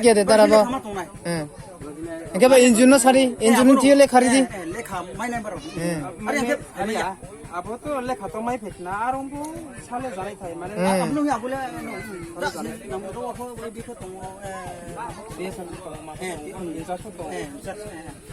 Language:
Kok Borok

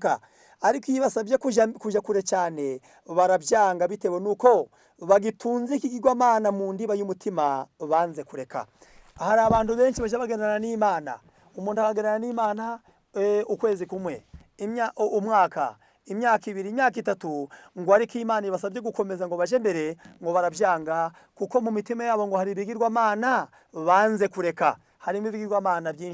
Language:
Kinyarwanda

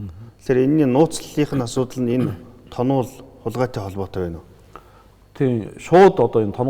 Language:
Mongolian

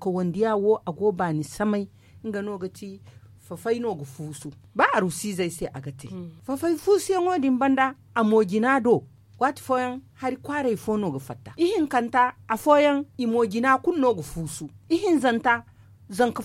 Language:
Zarma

